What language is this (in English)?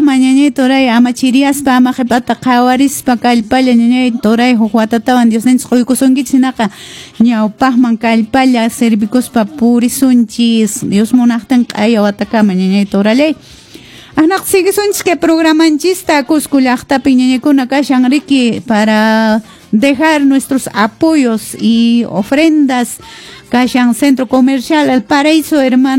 Quechua